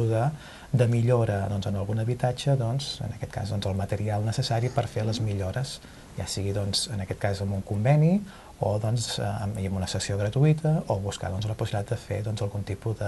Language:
Catalan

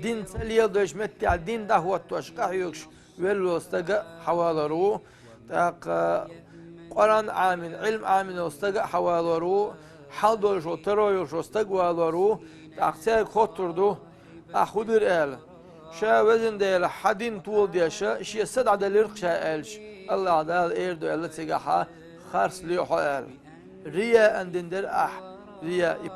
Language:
Chechen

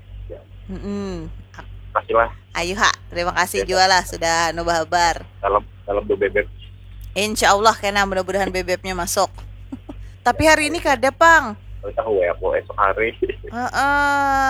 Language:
Banjar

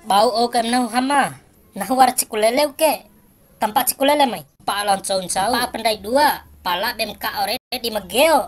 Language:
Bima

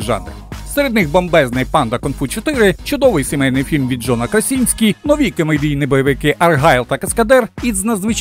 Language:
Ukrainian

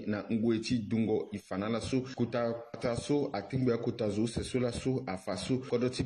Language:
Sango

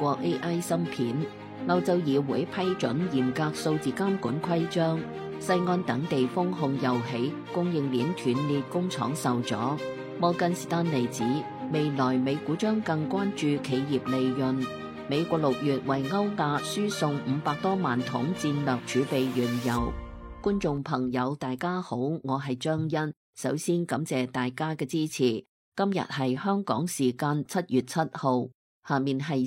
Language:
Cantonese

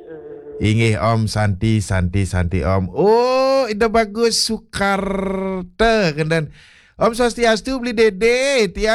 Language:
Balinese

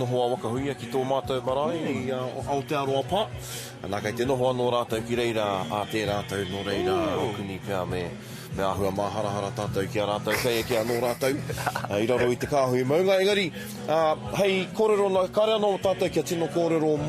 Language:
Māori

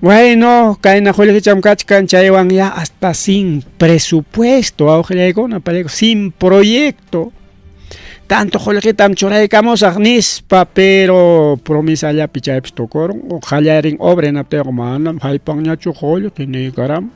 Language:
Ayacucho Quechua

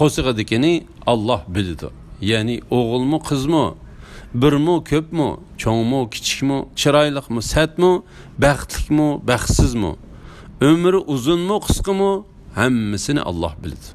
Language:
Uyghur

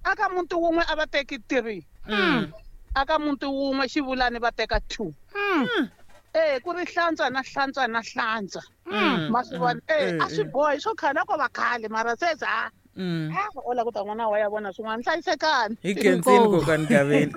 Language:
Tsonga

